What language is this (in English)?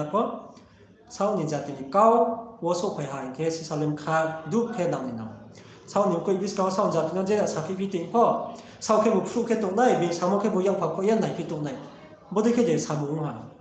Riang (India)